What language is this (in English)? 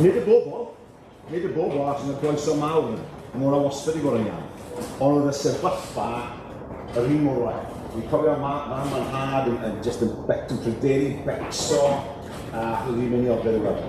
Welsh